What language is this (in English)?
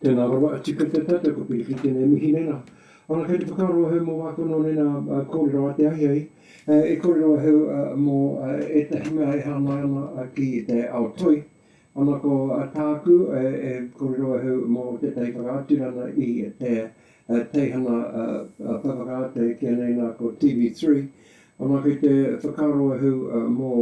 Māori